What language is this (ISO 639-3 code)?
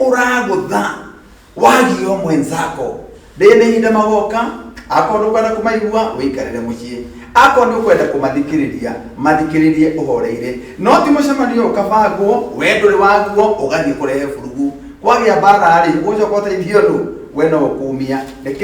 kik